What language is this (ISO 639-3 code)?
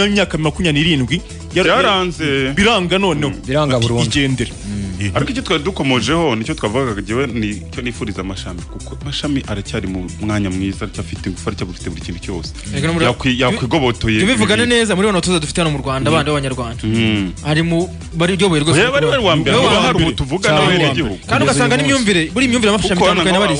kin